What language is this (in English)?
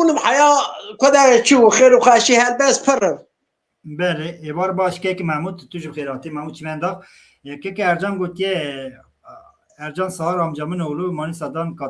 Kurdish